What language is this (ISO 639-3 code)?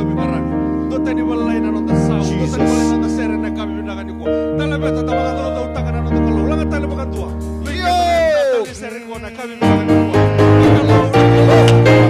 fij